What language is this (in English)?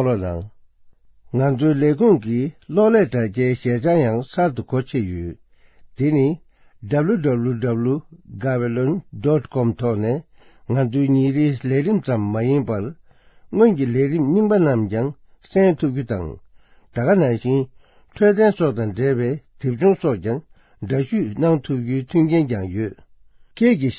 Tibetan